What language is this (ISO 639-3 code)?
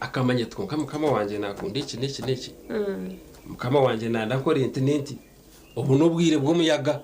nyn